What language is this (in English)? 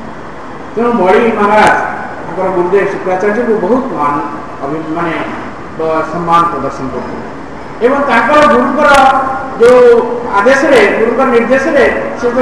Odia